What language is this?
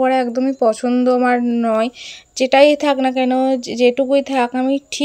Bangla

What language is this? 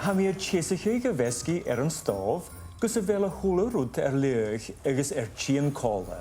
Scottish Gaelic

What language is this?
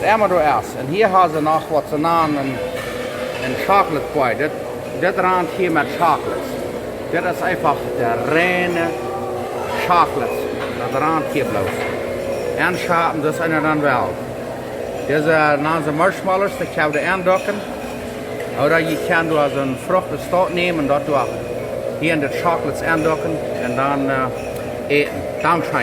Plautdietsch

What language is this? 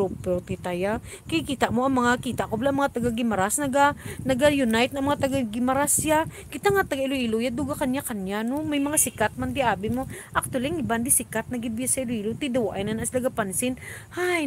Hiligaynon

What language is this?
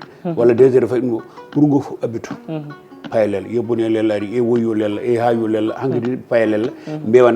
Fula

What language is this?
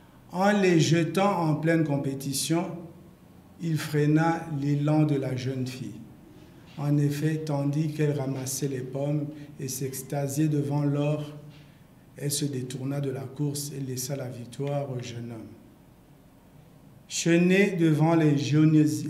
French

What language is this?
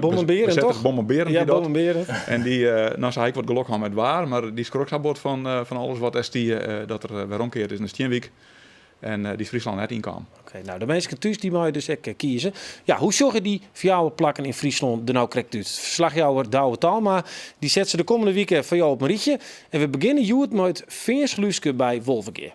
Western Frisian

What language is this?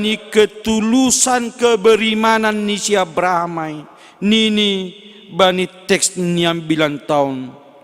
Batak Simalungun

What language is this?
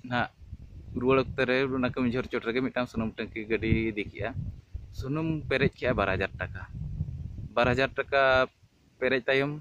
Santali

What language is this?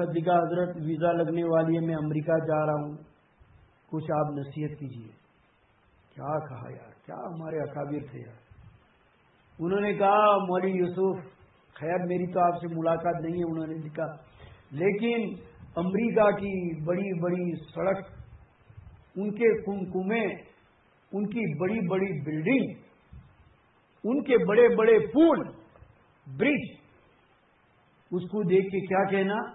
Urdu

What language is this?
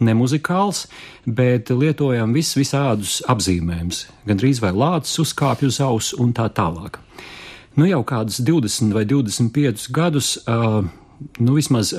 Latvian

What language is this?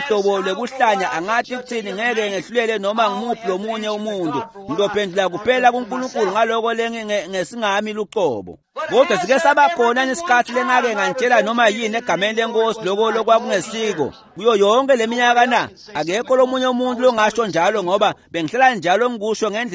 Swati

